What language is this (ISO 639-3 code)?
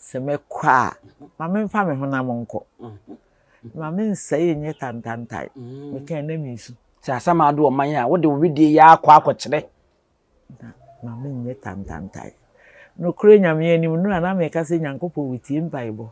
aka